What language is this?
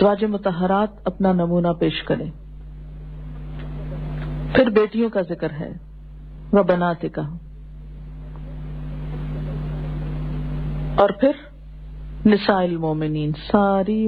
Urdu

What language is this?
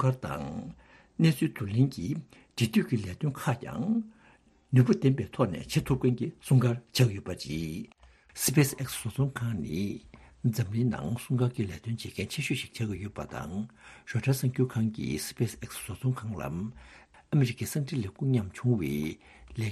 Tibetan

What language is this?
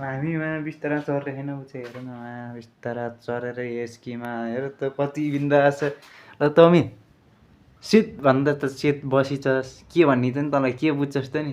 Nepali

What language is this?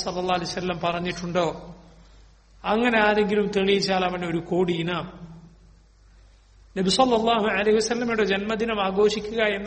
Malayalam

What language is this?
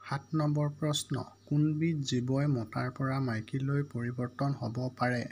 Assamese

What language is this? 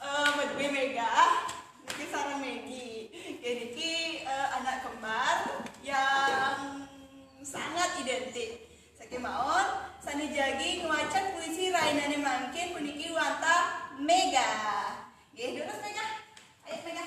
Balinese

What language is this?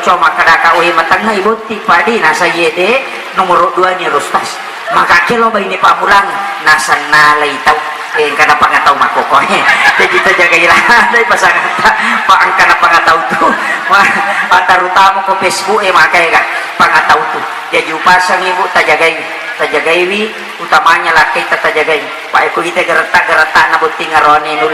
Buginese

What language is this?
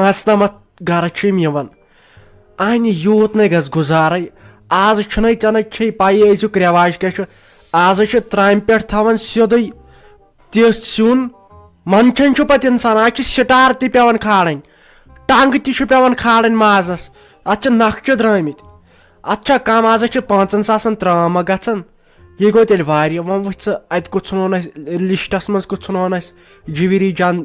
Kashmiri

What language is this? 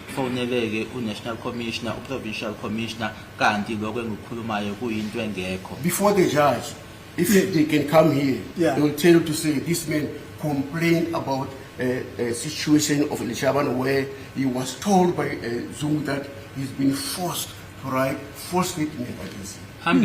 Zulu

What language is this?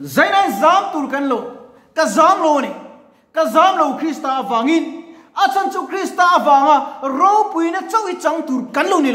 Mizo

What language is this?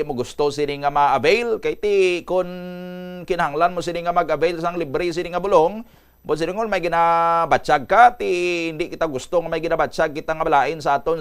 Hiligaynon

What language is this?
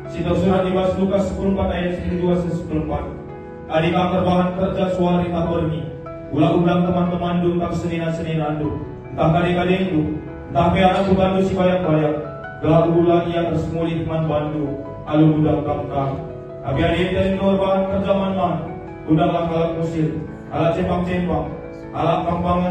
Batak Karo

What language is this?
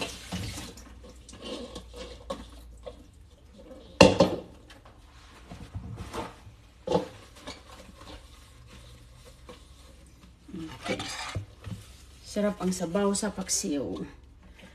Filipino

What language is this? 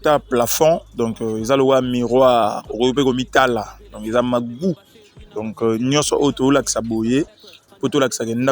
Lingala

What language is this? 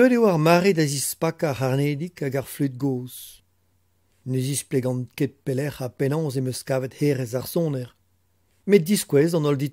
Breton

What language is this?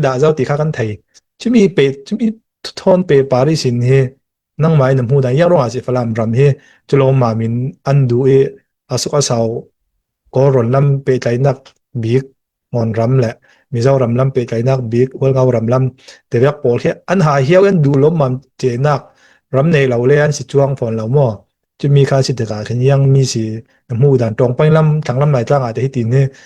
Falam Chin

